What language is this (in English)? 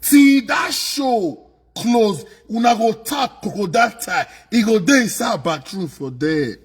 Nigerian Pidgin